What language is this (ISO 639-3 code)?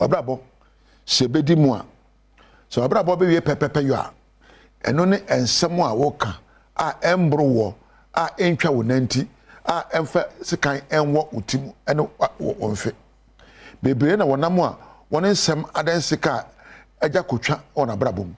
aka